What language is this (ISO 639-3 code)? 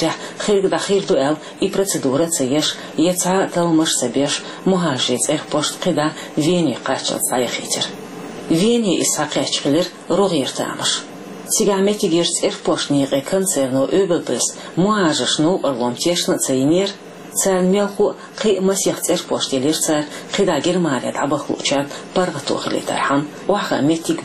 che